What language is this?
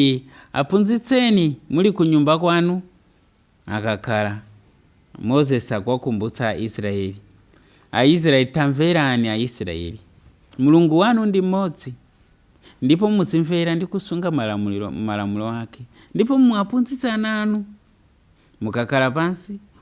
Nyanja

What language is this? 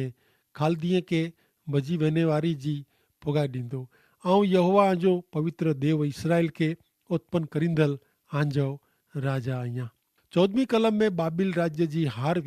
Kachhi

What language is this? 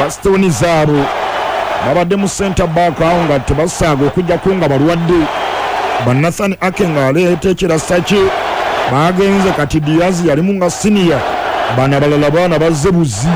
Ganda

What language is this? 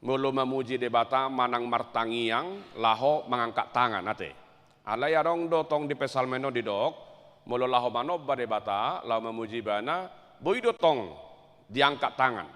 Batak Toba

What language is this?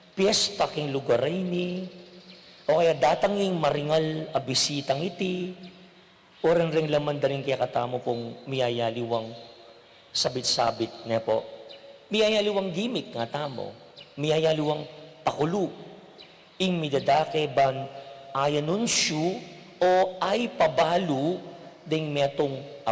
Pampanga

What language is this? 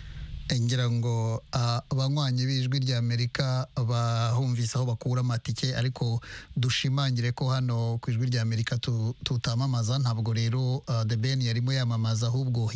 Kinyarwanda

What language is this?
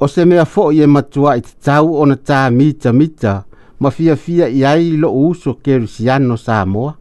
Samoan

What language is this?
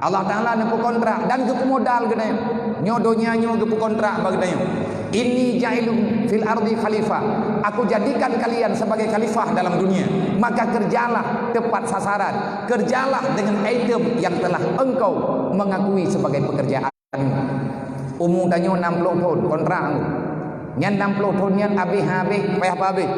Achinese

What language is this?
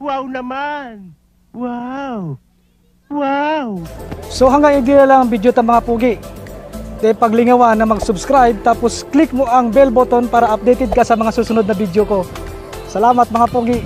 Bikol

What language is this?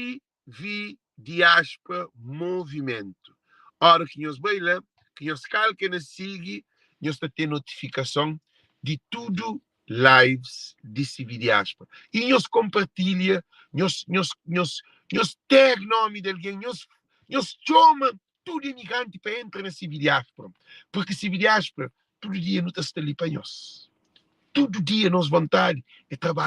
Kabuverdianu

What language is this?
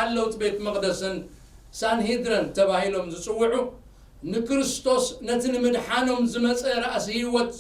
Tigrinya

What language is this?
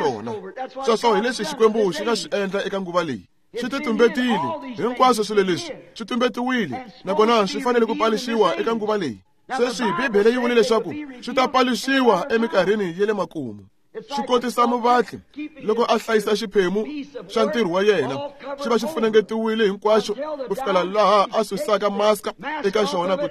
Tsonga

